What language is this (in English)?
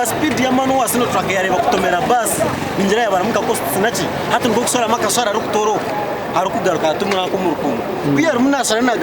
Nyankole